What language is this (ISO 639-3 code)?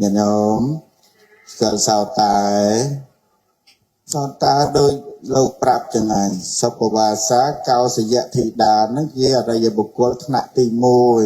khm